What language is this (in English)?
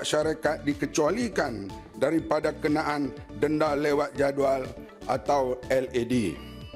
Malay